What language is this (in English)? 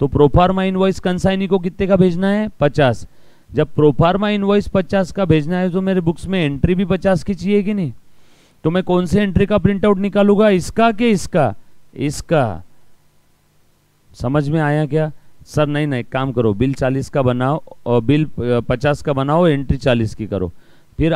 Hindi